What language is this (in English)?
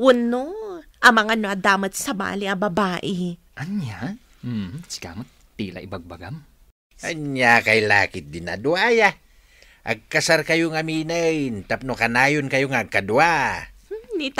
Iloko